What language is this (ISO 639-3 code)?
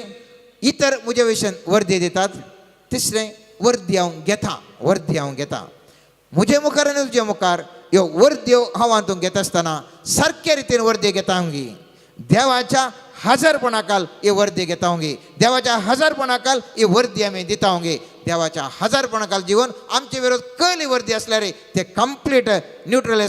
kok